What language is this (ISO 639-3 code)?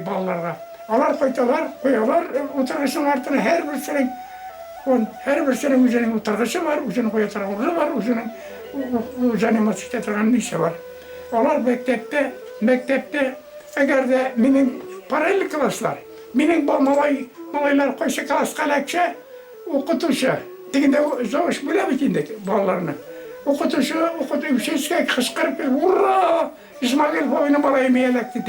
bak